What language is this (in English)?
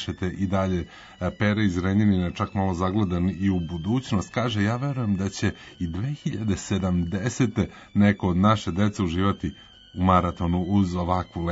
Serbian